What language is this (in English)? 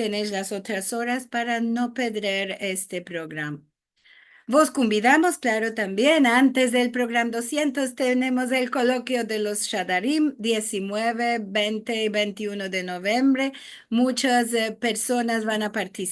Ladino